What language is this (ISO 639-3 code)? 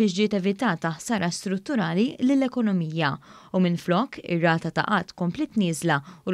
mlt